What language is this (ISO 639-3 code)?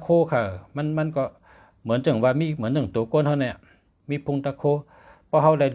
shn